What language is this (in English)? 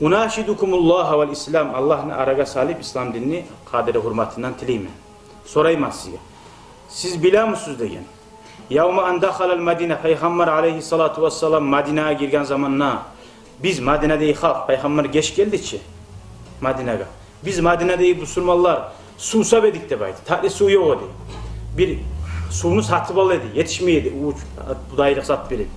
Kumyk